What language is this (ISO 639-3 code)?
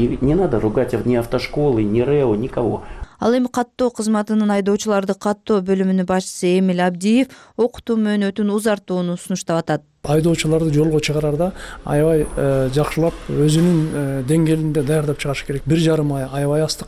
kir